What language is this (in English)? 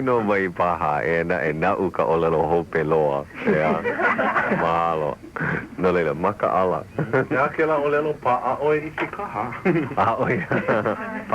Hawaiian